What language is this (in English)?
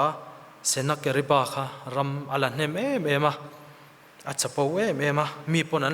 Mizo